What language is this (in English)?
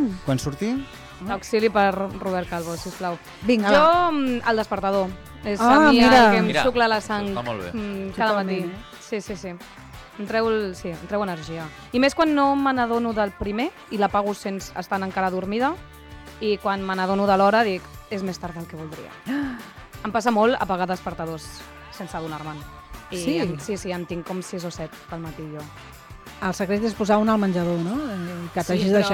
Catalan